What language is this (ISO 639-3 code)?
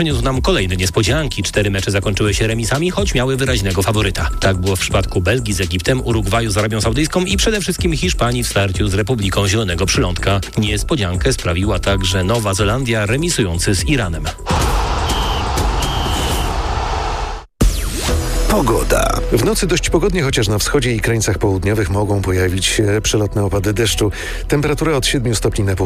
pol